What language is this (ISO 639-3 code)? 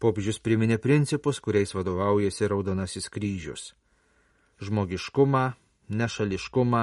lit